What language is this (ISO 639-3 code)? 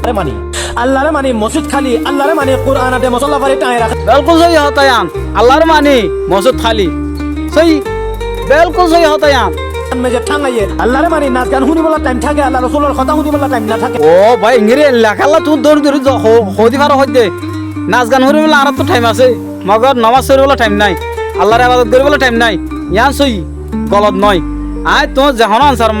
rhg